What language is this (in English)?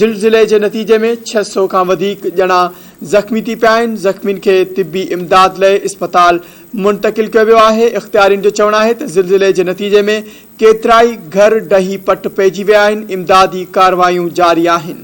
Sindhi